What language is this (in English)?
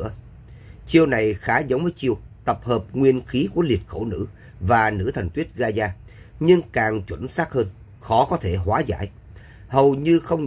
Vietnamese